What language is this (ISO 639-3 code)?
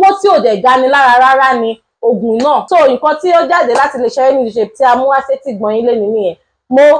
yor